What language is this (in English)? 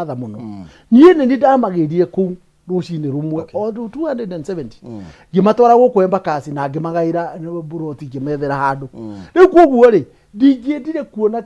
Kikuyu